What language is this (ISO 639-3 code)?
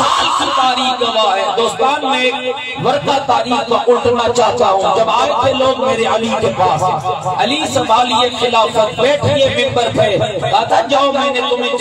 urd